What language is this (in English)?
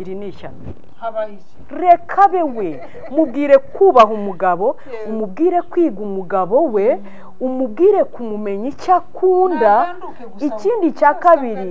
Kinyarwanda